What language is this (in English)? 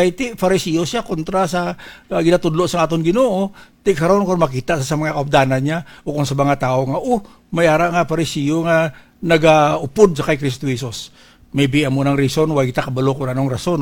Hiligaynon